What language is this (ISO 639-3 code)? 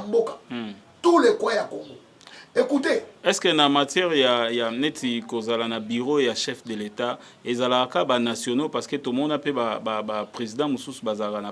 lin